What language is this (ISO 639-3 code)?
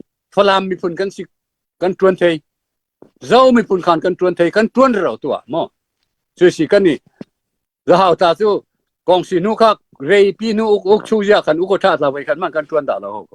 cfm